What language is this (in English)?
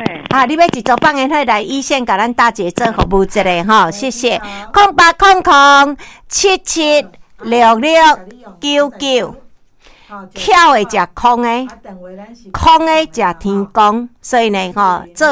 Min Nan Chinese